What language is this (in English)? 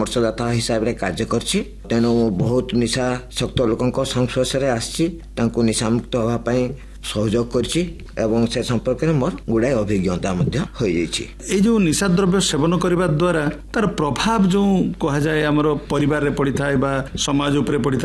Odia